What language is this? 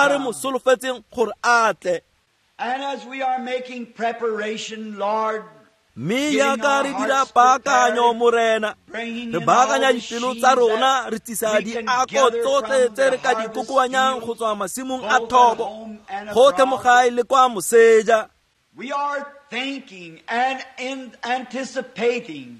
Tswana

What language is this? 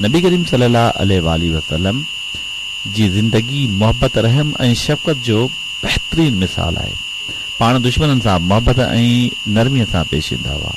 Sindhi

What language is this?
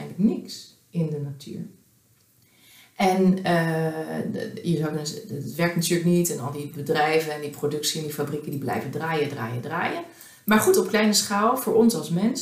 Dutch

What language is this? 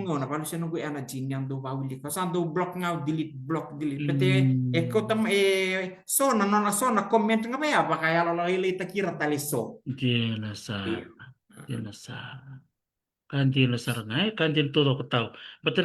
Fijian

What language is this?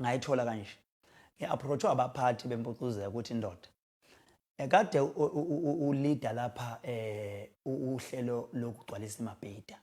Zulu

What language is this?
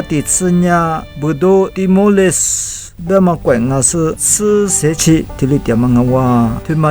Lisu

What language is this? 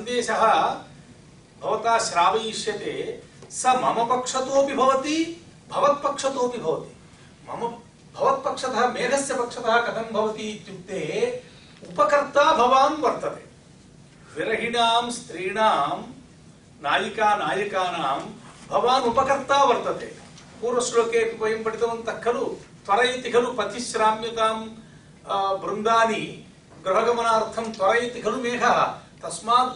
Sanskrit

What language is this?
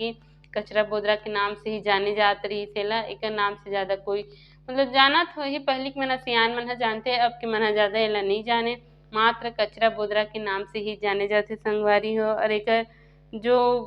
Chhattisgarhi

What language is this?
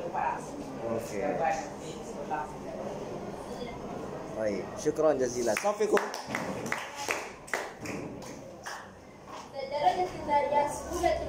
Malay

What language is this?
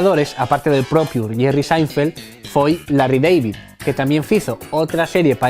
Asturian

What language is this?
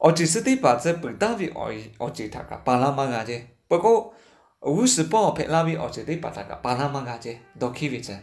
Lahu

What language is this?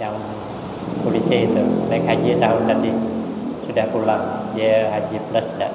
Banjar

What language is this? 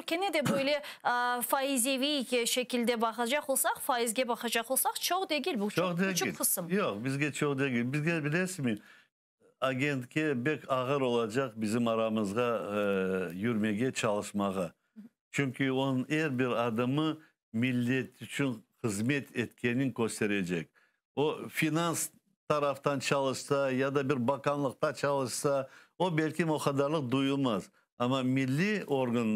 Crimean Tatar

